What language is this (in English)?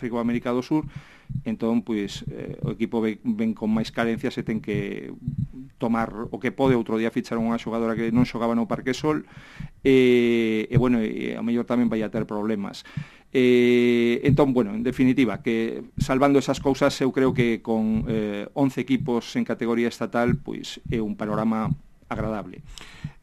Galician